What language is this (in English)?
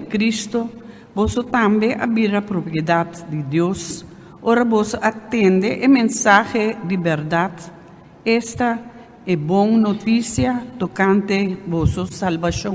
Papiamento